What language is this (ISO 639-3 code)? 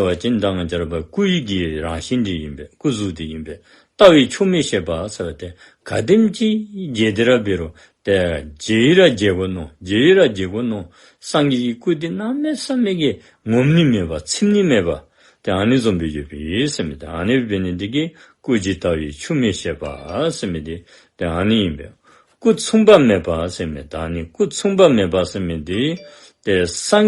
dzo